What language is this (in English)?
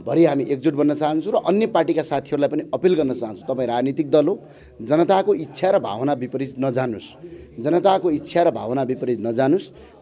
Nepali